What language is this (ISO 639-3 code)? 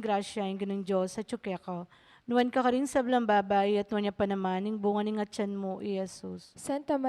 pam